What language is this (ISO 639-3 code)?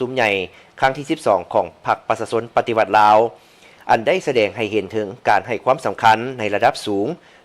lao